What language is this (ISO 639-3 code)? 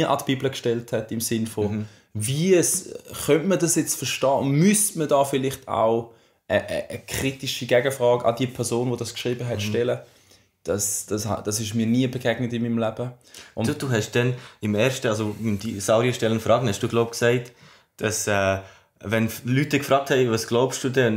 gsw